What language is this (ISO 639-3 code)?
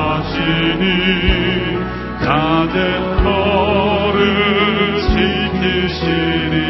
kor